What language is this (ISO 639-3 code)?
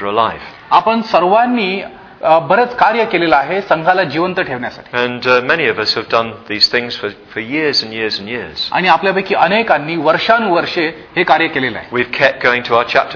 mar